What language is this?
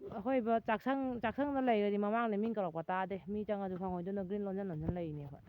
Manipuri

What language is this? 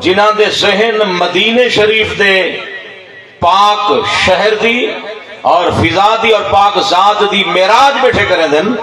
Saraiki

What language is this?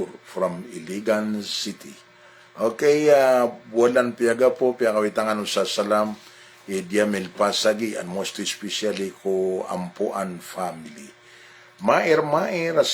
Maranao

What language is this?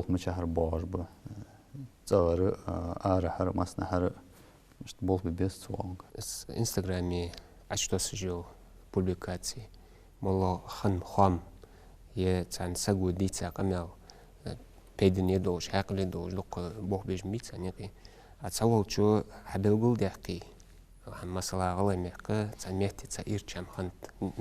Ingush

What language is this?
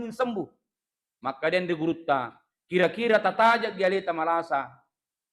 Buginese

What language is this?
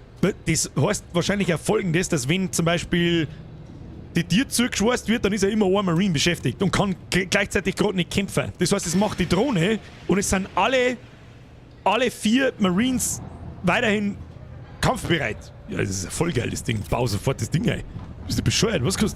Bavarian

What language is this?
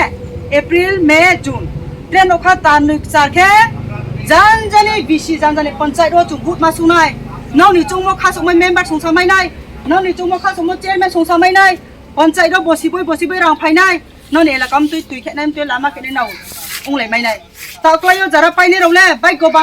Riang (India)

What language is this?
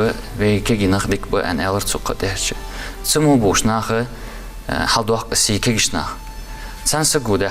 Ingush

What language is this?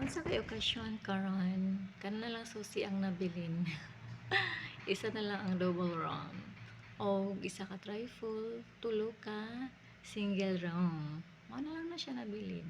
Cebuano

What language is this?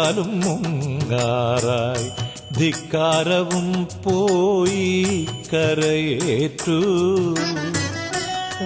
Malayalam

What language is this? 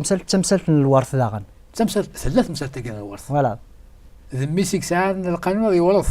Kabyle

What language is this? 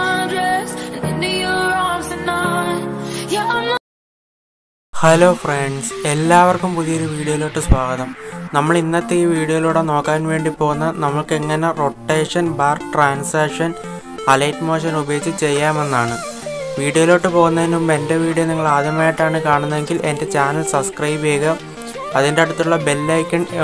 Malayalam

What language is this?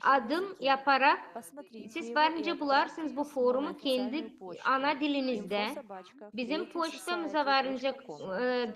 Gagauz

